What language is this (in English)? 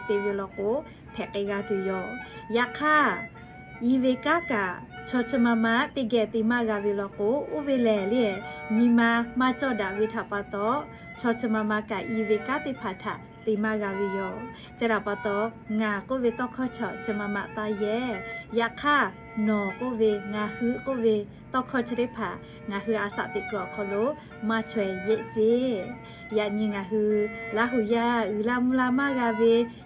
Lahu